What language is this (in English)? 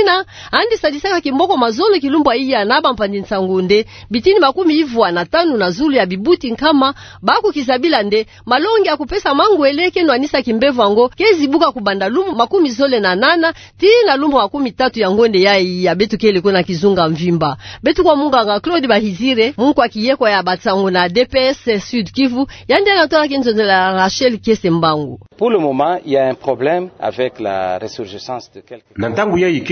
Kituba (Democratic Republic of Congo)